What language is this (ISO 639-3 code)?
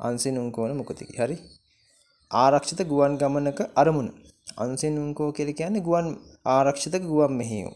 sin